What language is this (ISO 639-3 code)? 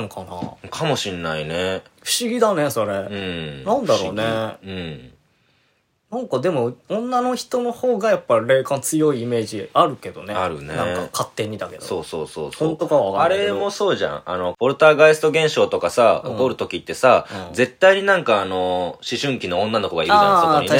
jpn